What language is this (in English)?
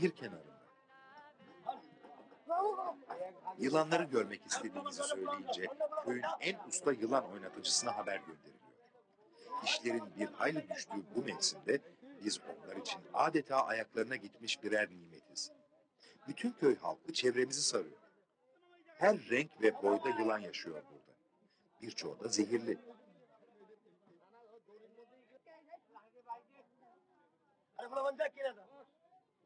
Turkish